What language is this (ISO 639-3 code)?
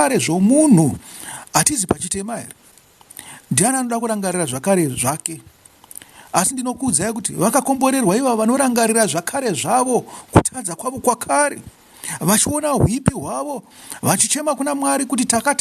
sna